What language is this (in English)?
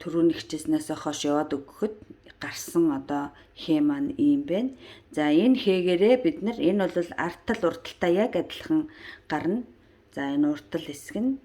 Mongolian